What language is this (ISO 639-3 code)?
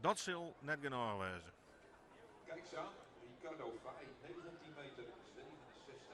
fry